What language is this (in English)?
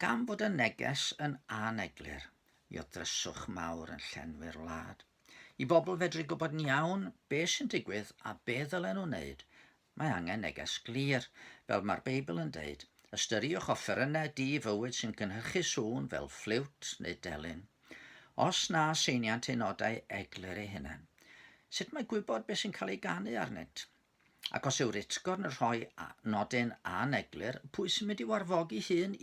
Welsh